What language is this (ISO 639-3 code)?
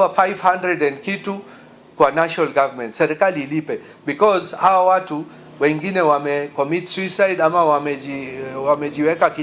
mer